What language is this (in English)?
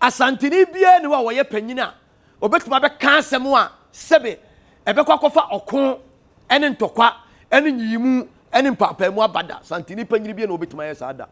Akan